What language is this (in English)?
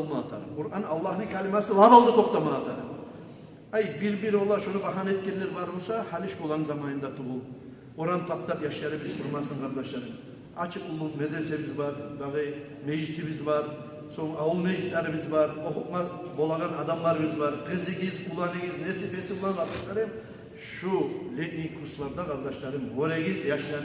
Kumyk